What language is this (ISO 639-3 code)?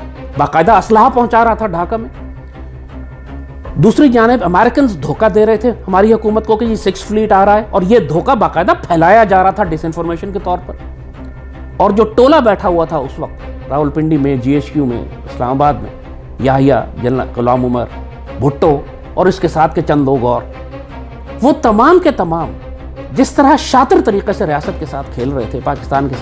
urd